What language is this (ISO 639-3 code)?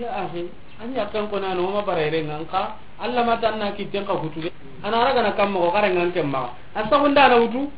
snk